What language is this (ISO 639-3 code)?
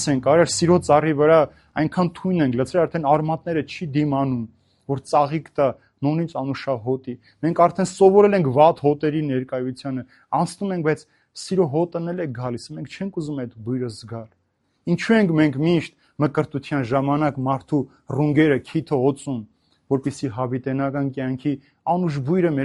hye